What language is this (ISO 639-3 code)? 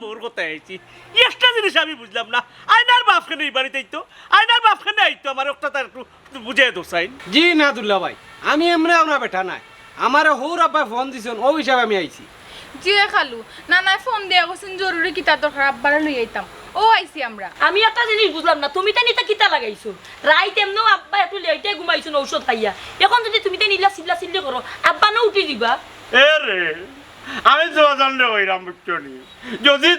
syl